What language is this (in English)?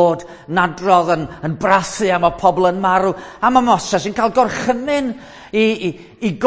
Welsh